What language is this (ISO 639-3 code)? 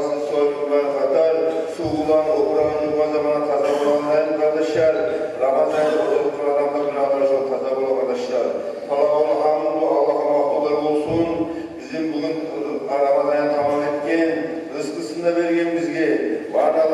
kum